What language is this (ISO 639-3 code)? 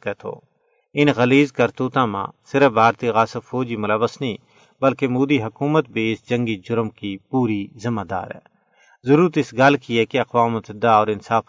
gju